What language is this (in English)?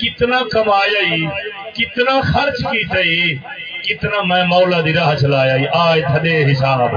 Saraiki